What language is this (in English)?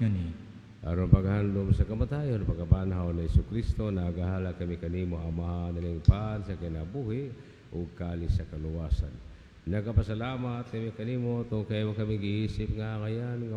Cebuano